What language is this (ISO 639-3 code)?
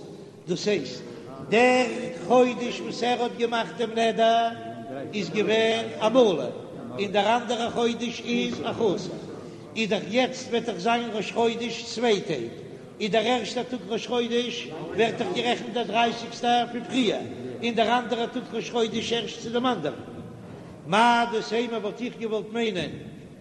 yid